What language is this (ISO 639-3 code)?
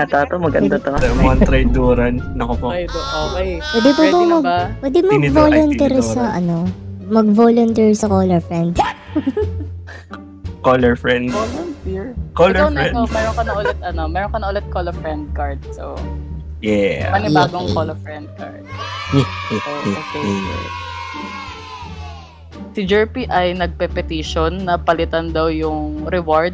fil